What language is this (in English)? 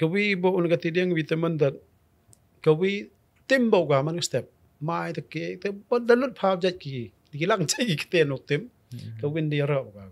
Khasi